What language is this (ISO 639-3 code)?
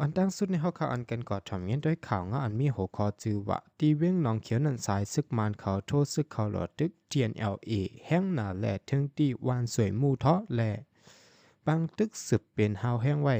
shn